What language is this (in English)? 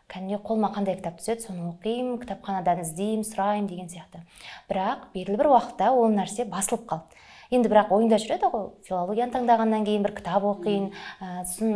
Kazakh